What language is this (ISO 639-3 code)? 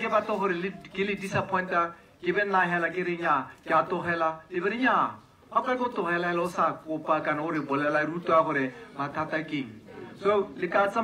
tsn